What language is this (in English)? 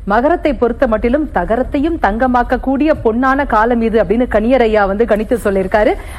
Tamil